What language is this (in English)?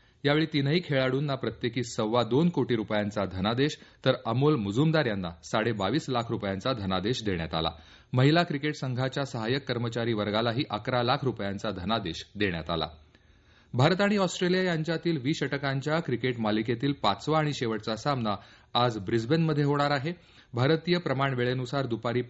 Marathi